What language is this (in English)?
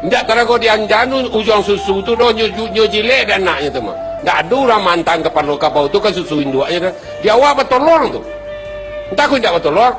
Minangkabau